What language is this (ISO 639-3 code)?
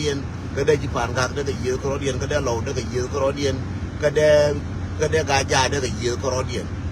nus